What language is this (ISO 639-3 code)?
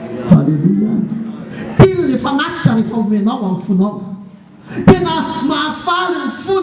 mlg